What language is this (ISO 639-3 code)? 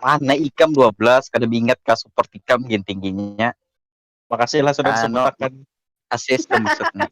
bjn